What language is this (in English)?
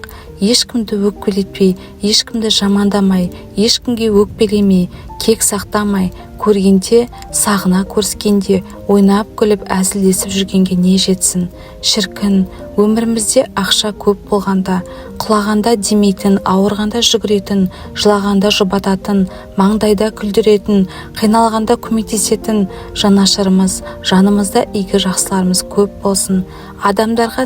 Kazakh